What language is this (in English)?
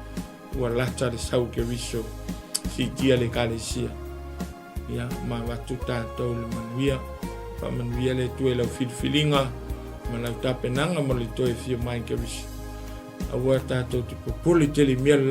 Samoan